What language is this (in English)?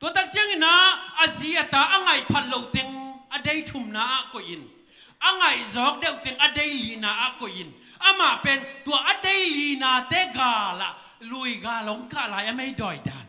Tedim Chin